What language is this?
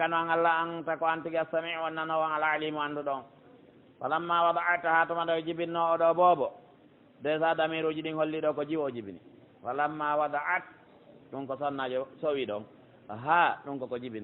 Pular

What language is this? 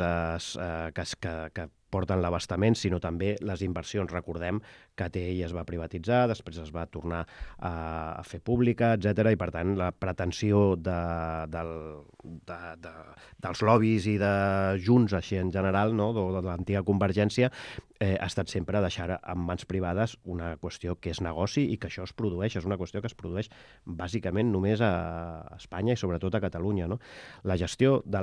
Catalan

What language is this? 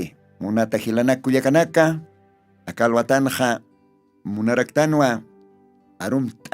Aymara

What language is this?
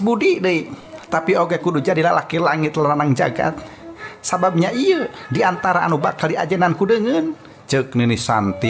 Sundanese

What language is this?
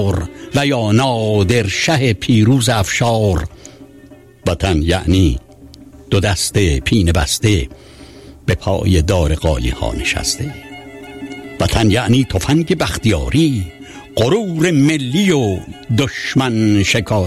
Persian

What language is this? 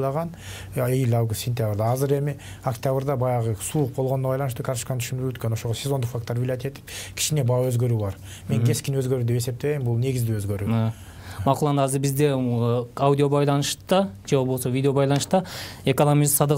Kyrgyz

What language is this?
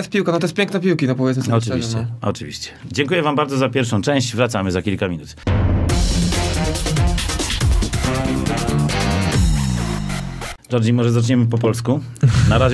Polish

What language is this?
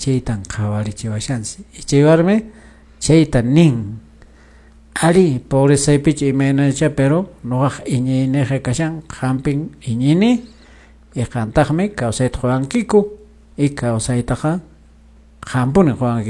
Quechua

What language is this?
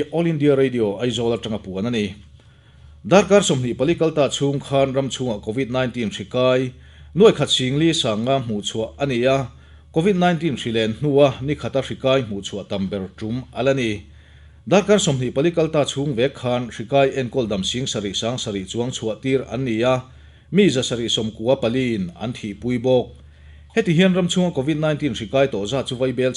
Mizo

